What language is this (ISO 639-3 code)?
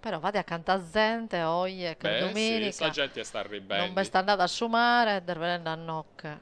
srd